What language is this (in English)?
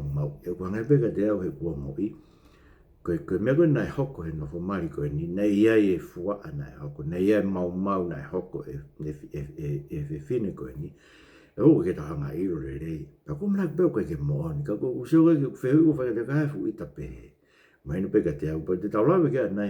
Tongan